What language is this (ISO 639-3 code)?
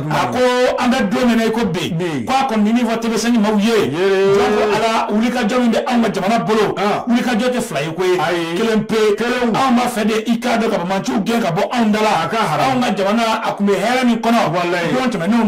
bam